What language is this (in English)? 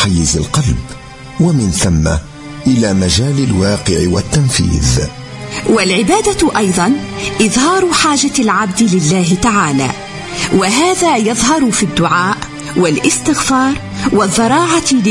Tunisian Arabic